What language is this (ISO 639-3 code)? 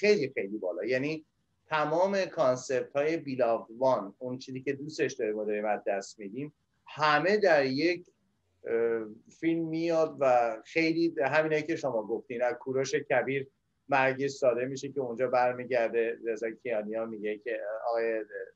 fas